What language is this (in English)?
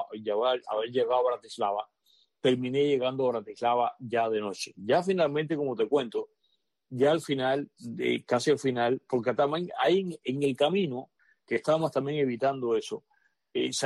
Spanish